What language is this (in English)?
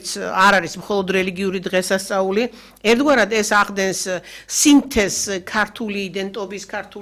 Georgian